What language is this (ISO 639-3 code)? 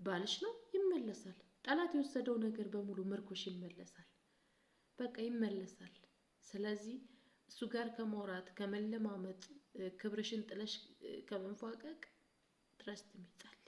amh